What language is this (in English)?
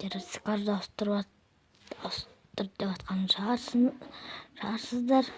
Kazakh